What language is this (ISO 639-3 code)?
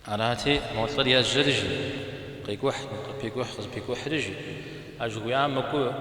kbd